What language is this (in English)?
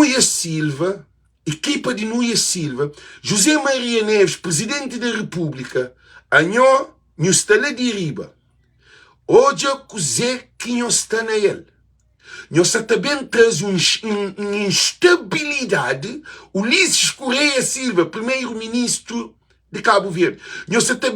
Kabuverdianu